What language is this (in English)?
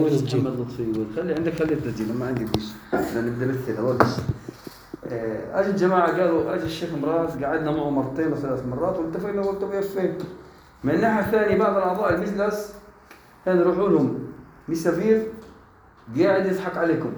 North Levantine Arabic